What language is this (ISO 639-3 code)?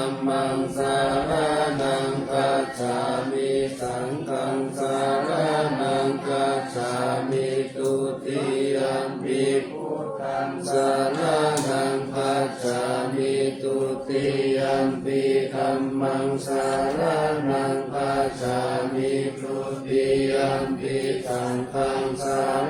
pli